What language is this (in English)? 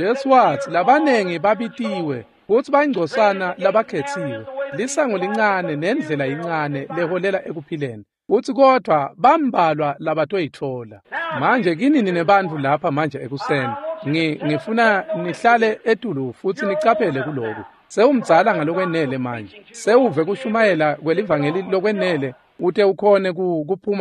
Swati